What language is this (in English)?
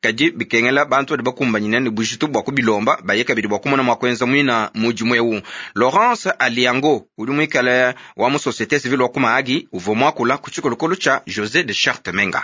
Luba-Lulua